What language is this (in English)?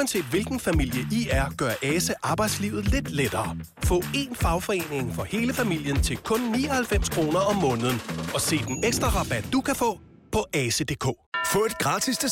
Danish